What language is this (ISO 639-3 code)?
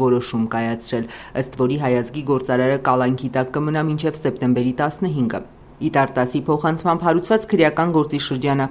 hye